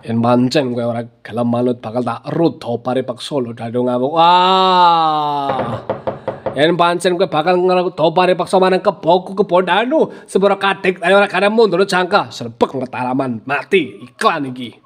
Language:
Javanese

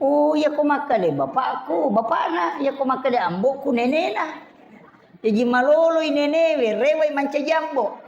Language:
Buginese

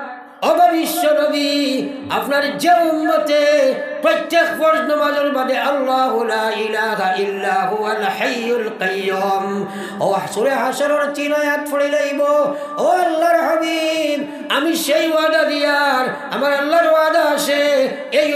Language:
Sylheti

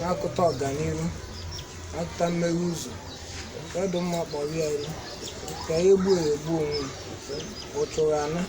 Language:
Igbo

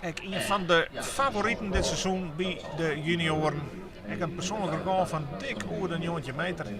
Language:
Western Frisian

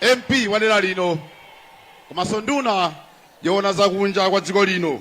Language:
Nyanja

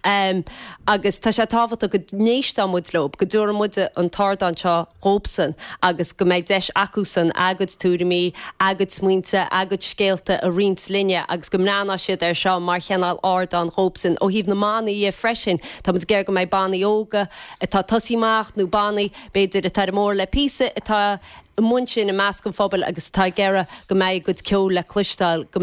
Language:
Irish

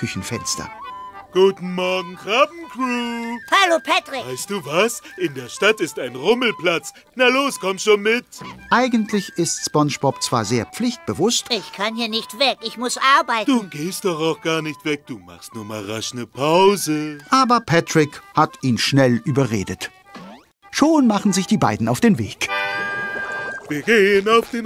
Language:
German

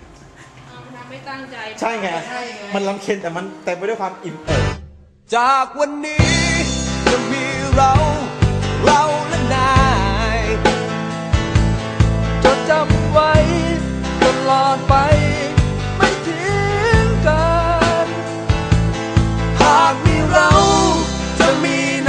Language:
Thai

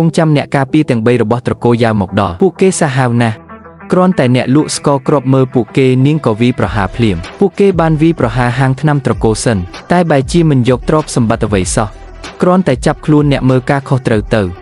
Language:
Khmer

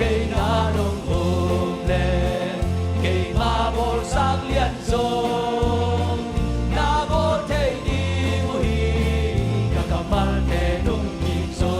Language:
Tedim Chin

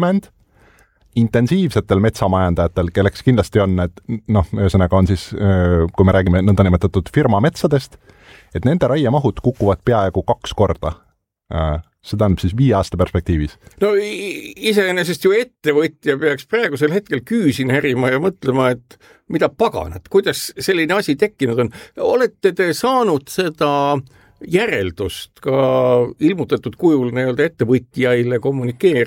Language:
Estonian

